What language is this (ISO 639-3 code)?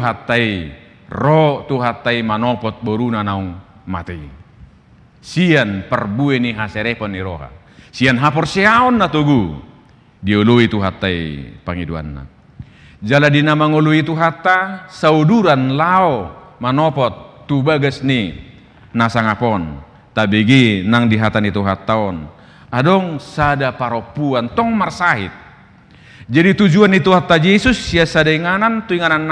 bbc